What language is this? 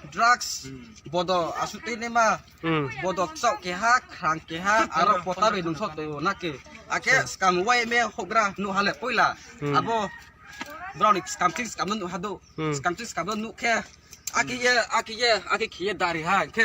Riang (India)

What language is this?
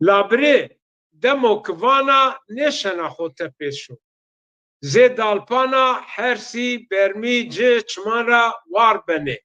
Zaza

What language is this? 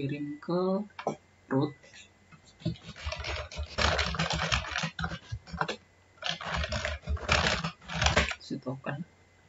Indonesian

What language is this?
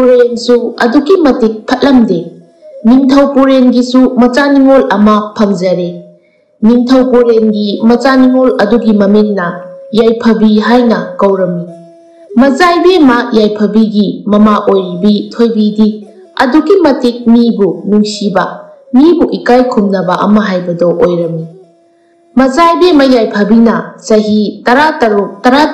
Manipuri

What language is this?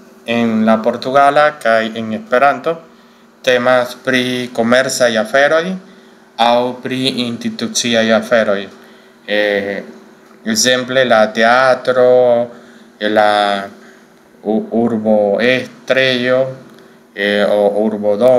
Esperanto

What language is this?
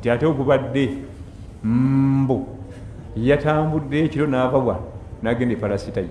Ganda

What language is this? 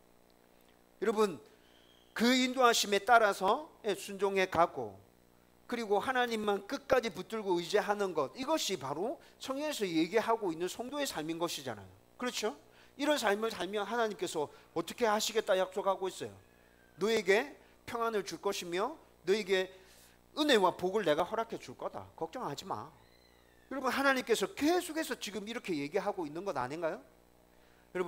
Korean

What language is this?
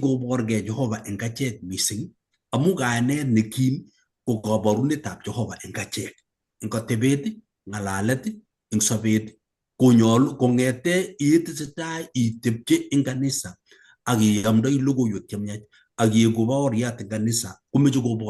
Kalenjin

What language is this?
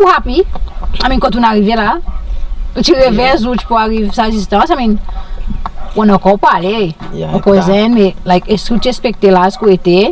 Seselwa Creole French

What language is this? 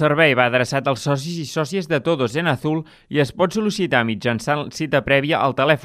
Catalan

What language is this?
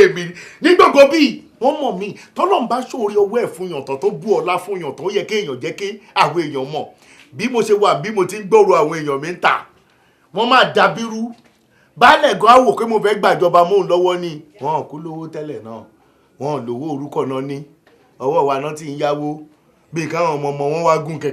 Yoruba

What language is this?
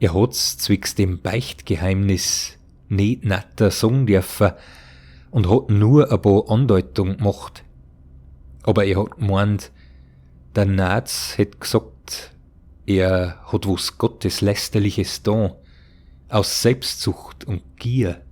Bavarian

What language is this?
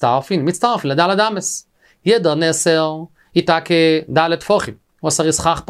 Yiddish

